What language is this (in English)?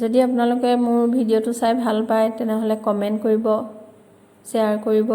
Assamese